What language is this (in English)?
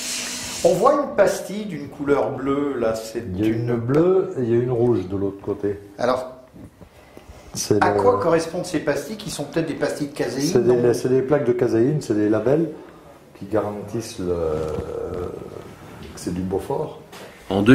French